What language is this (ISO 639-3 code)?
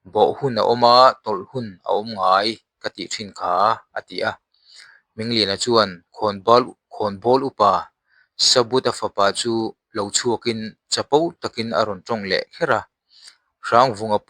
lus